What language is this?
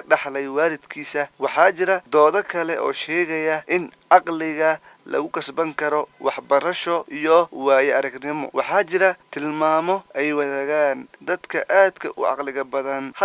Somali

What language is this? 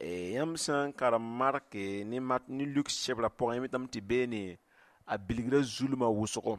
Mossi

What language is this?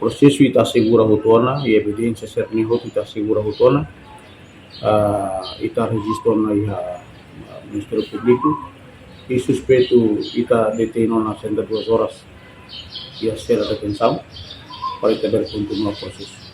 Tetum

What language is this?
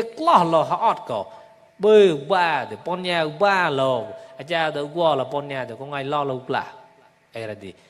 Mon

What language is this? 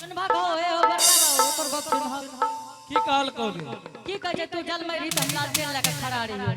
Angika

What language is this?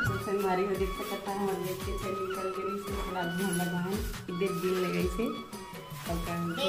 Chhattisgarhi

